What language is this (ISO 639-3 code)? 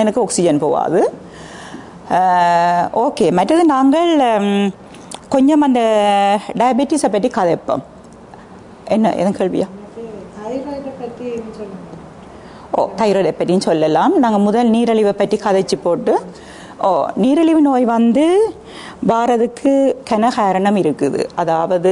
tam